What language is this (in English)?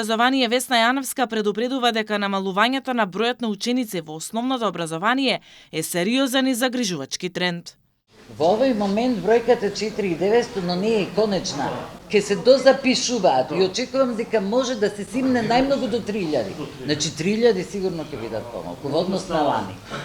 Macedonian